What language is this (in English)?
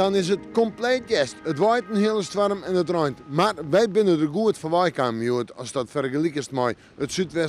Western Frisian